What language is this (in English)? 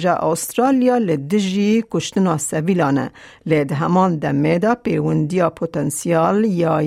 Kurdish